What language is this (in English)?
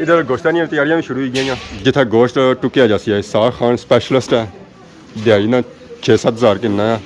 Pahari-Potwari